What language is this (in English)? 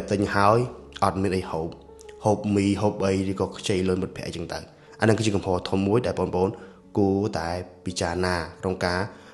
Khmer